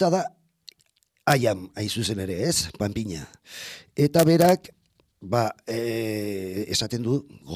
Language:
Basque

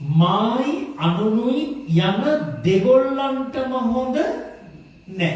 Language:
Sinhala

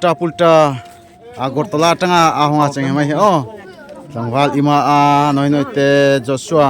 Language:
Darlong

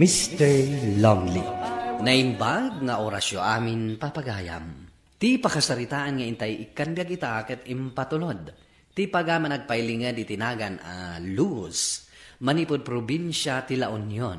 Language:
Iloko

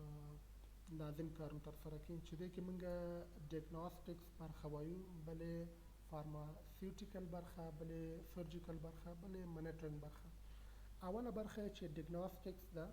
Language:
Pashto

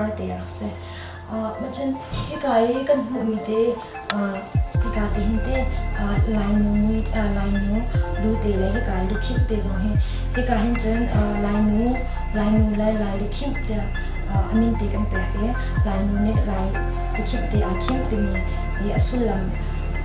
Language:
Hakha Chin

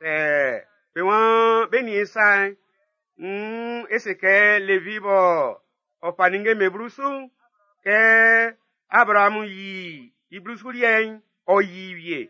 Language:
Baoulé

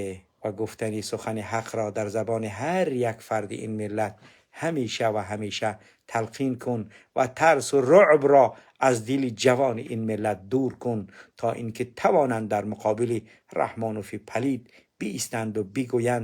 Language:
Tajik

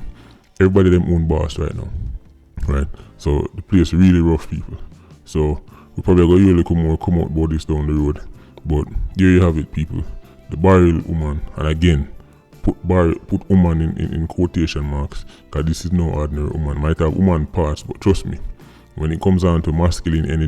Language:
Jamaican Creole English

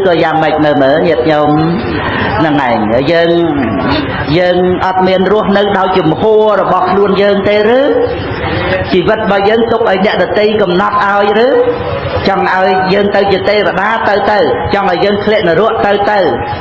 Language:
Khmer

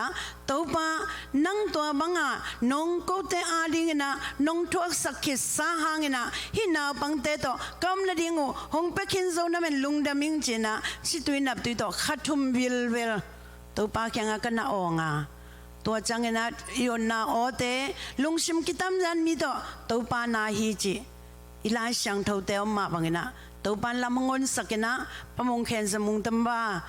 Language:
Tedim Chin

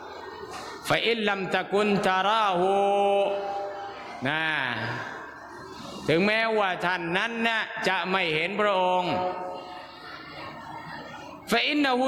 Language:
Thai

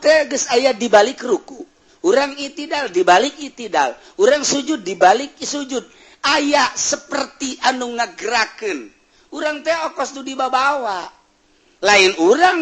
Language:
Sundanese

